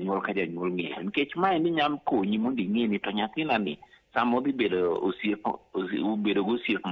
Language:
Luo (Kenya and Tanzania)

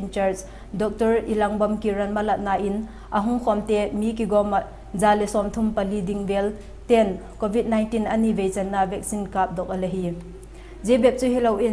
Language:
Vaiphei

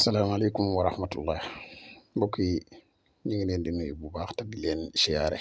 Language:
Wolof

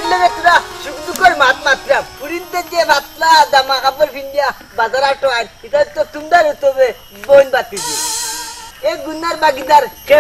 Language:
Sylheti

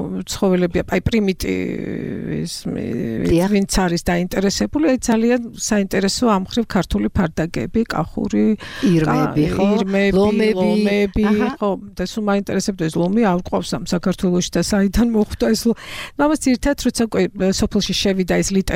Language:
Georgian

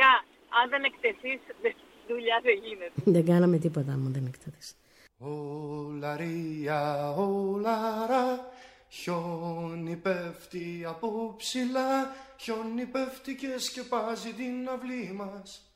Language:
Greek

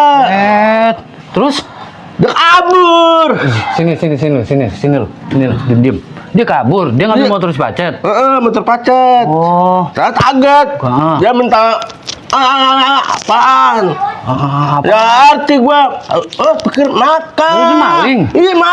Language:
Betawi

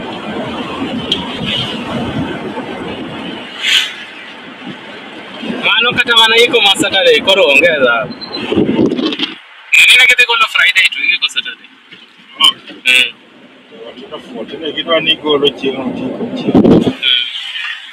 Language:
Swahili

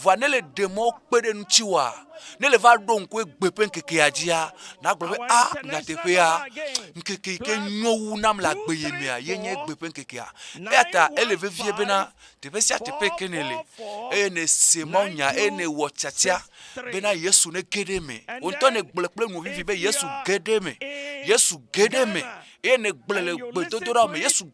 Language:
Ewe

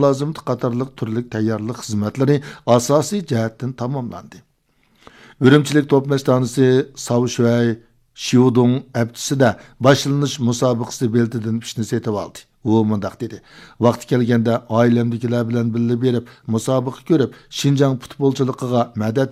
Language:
Uyghur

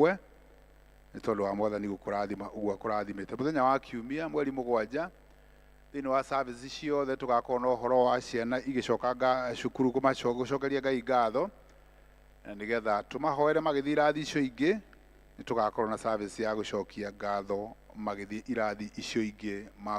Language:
Kikuyu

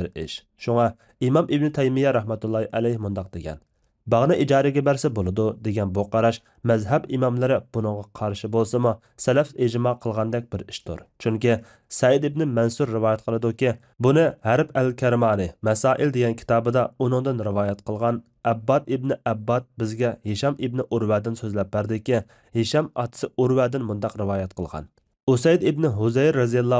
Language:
Uyghur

